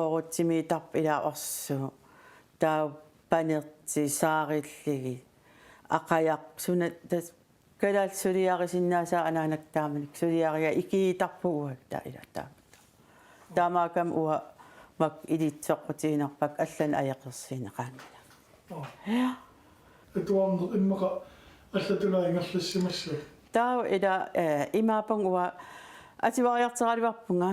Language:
Kalaallisut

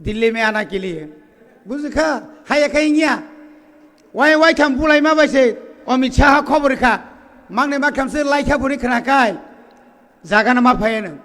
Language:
Kok Borok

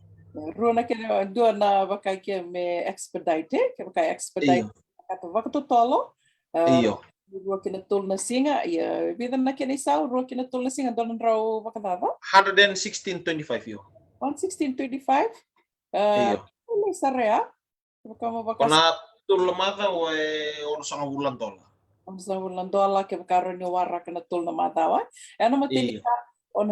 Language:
Fijian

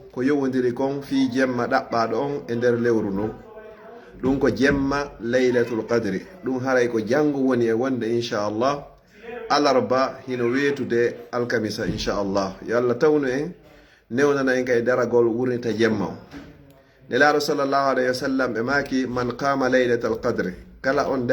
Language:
Fula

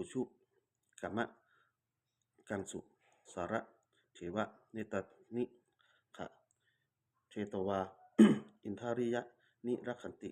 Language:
Pali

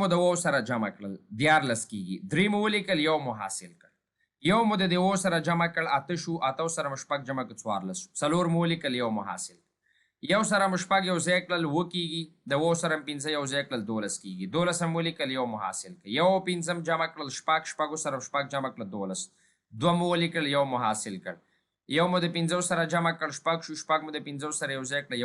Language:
Pashto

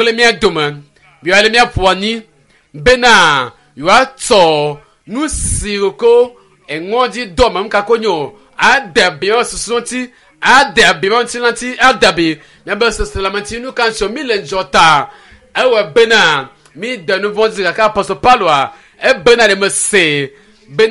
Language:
Ewe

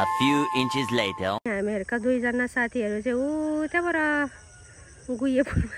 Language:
Nepali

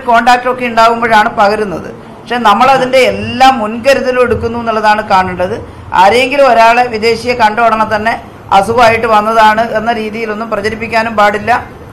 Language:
Malayalam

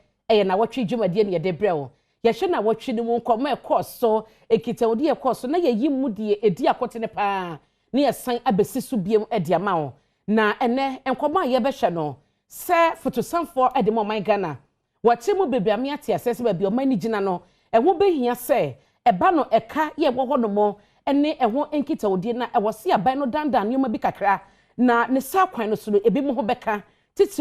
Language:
Akan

